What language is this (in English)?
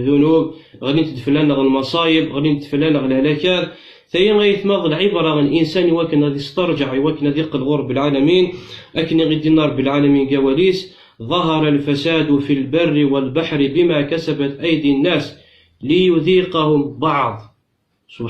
Kabyle